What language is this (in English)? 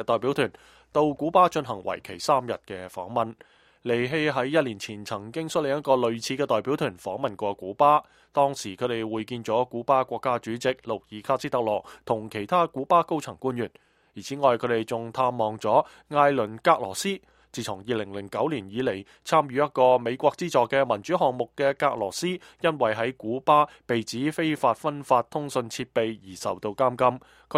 Cantonese